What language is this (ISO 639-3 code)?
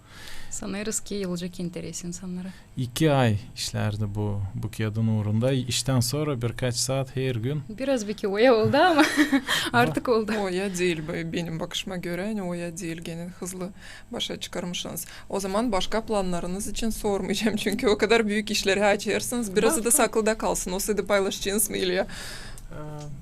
gag